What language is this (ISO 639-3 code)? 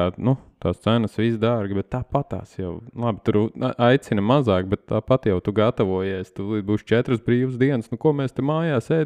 lav